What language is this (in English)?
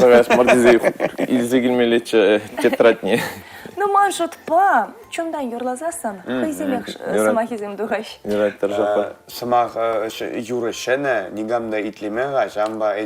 Chuvash